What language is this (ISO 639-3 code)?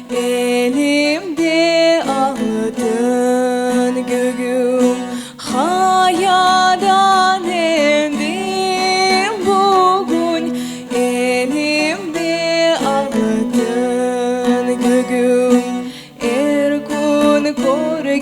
crh